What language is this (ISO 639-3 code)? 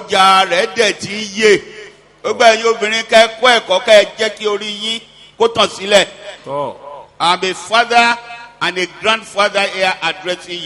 yor